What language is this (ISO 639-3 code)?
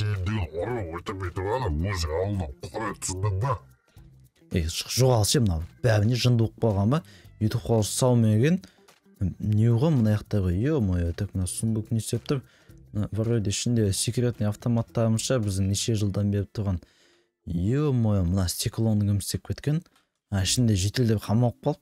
kaz